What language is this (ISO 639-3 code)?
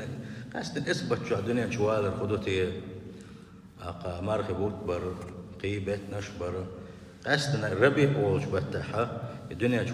che